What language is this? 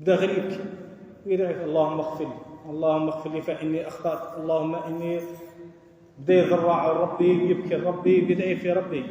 Algerian Arabic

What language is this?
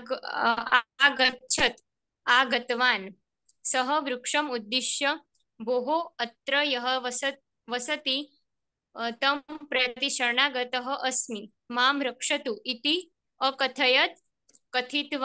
Gujarati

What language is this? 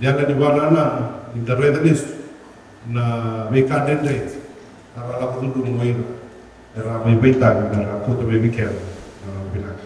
Fijian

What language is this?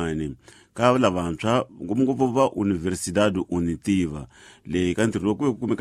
Tsonga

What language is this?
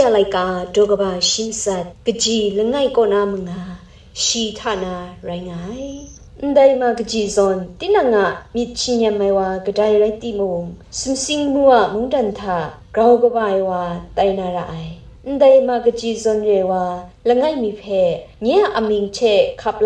Kachin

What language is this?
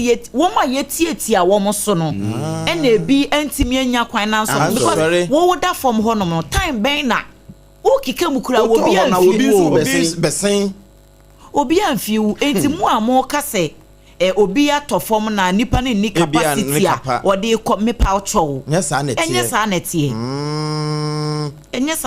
Akan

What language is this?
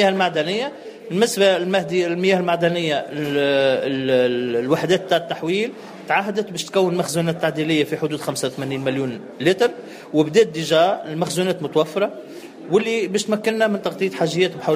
Tunisian Arabic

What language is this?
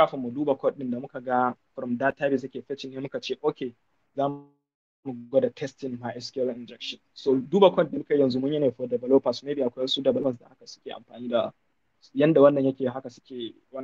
Hausa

